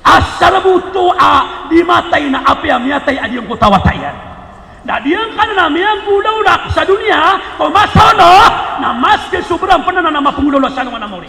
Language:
Maranao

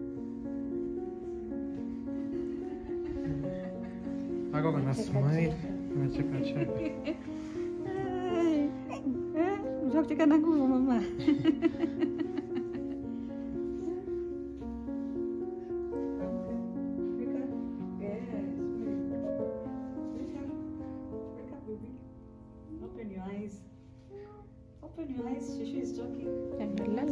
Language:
Swahili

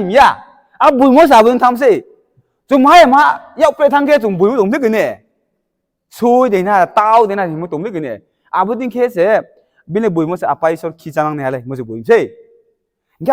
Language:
Riang (India)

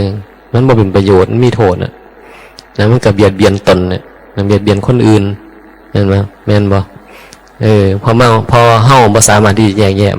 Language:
Northeastern Thai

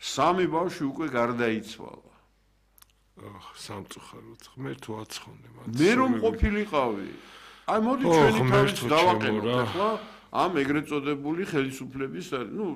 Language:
Georgian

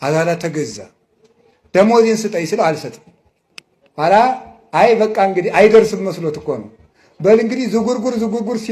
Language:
Amharic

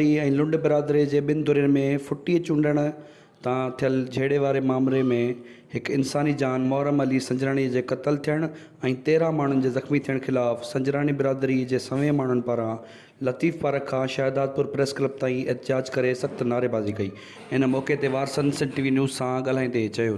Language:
Sindhi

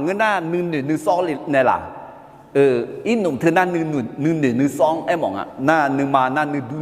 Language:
Akha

